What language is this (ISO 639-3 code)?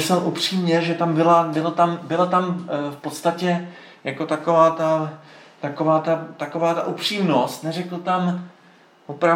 ces